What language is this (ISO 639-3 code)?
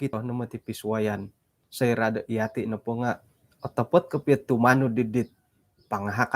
dtp